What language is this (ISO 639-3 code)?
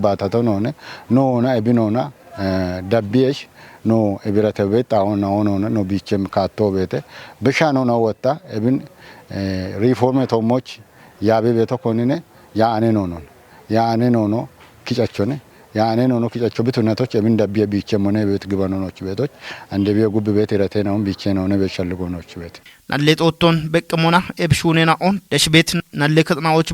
kbr